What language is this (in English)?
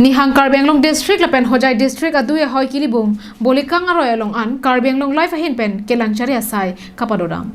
Karbi